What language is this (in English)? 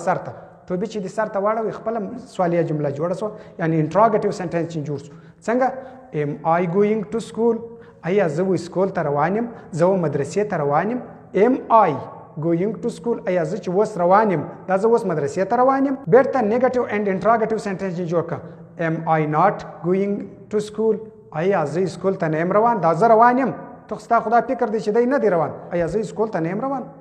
Pashto